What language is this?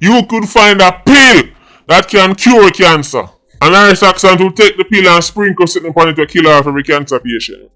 Jamaican Creole English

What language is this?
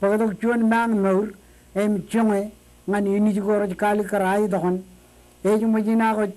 Marshallese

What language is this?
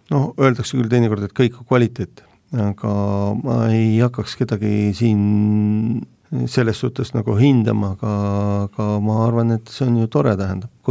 Estonian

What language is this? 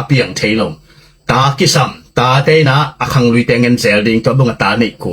Tedim Chin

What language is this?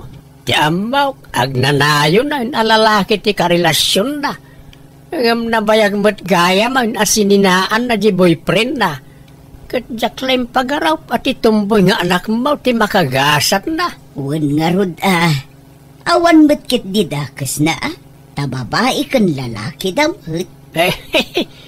Iloko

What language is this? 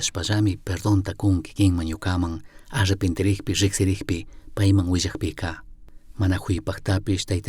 Chimborazo Highland Quichua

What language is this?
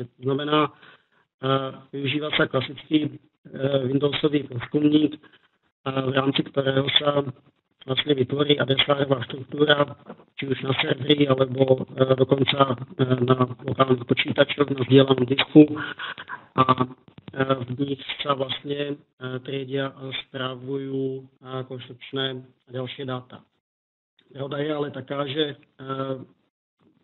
Slovak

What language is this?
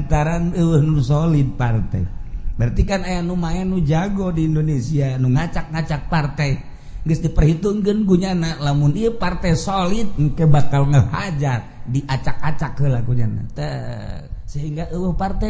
Sundanese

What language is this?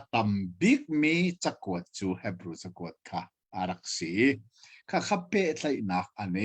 Hakha Chin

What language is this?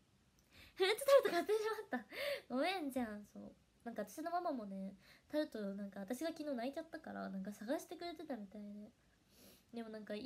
Japanese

